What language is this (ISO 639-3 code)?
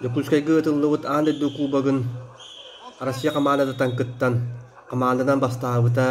sah